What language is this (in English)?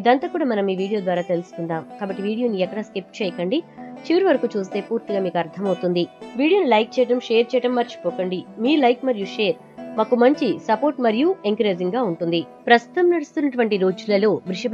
Telugu